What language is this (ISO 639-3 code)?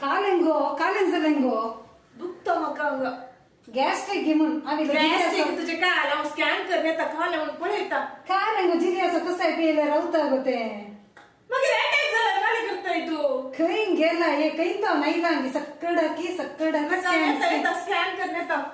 kok